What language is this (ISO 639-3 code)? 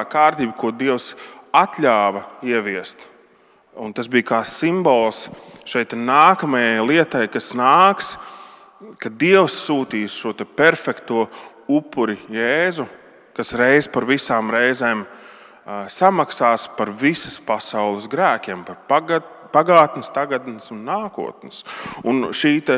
lav